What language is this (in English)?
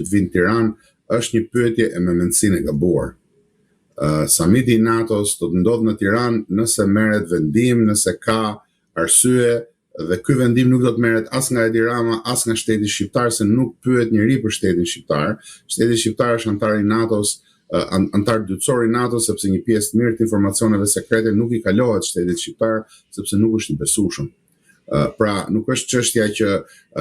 Albanian